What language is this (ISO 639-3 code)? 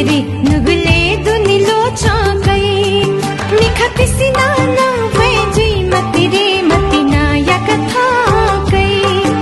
new